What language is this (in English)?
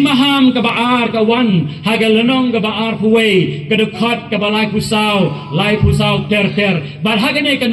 Khasi